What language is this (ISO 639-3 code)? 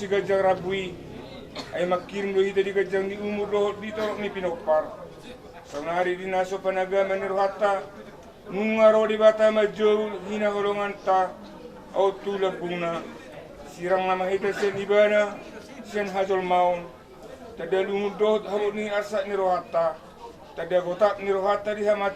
bbc